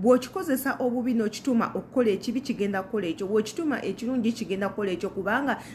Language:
Ganda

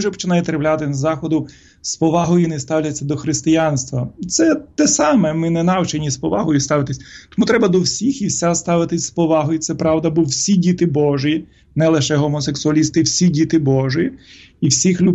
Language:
Ukrainian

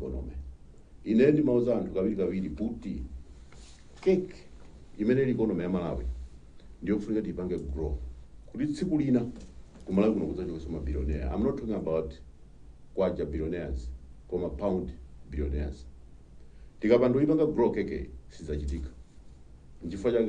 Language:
Nyanja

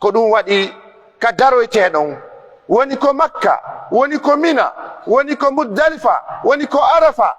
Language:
Pular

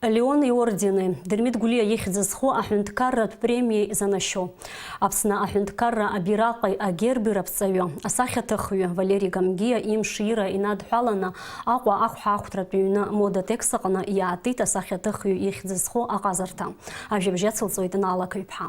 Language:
Abkhazian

